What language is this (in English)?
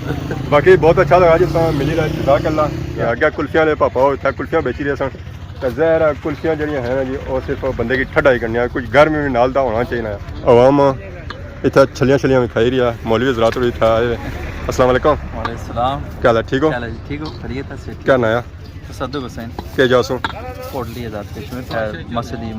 Pahari-Potwari